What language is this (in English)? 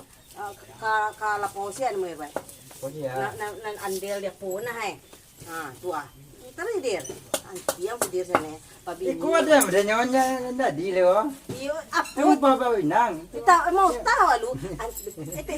Minangkabau